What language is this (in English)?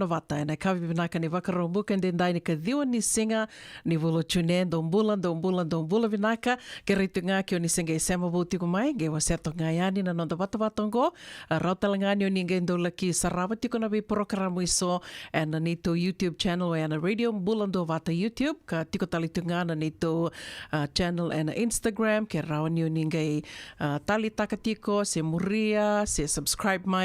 Fijian